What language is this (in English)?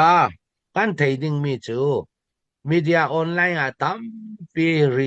Falam Chin